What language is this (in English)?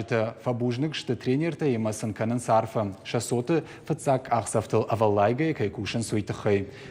Ossetic